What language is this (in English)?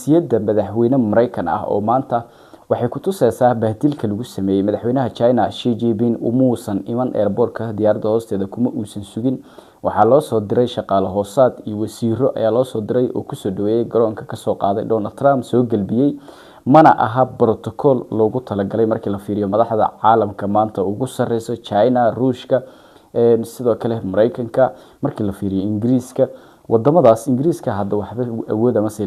Somali